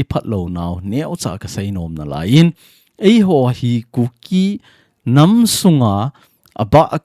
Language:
Thado Chin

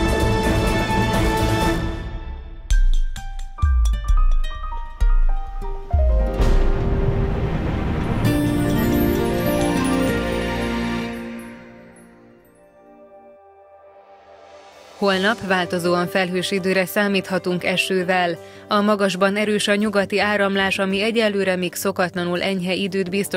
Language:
Hungarian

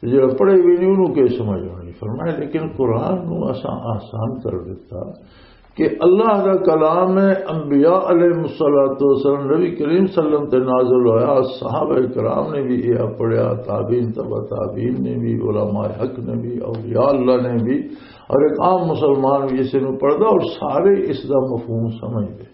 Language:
Western Panjabi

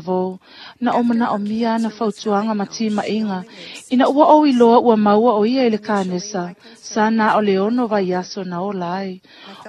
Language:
Samoan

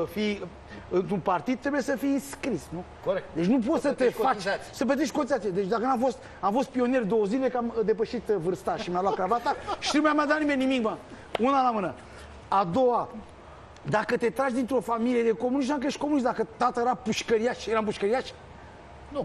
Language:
Romanian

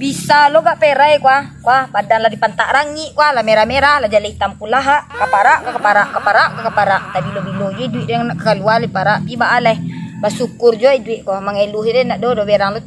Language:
Minangkabau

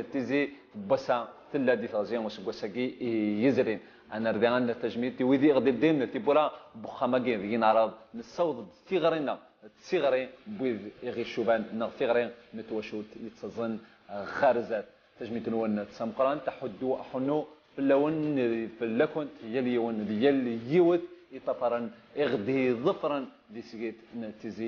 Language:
Kabyle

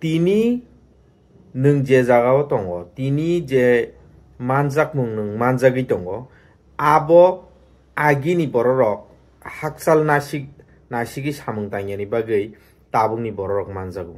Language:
Kok Borok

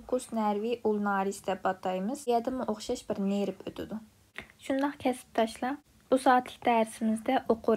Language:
Uyghur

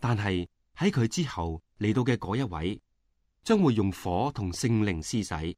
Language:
Cantonese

